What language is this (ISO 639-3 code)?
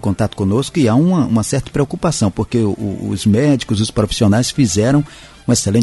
por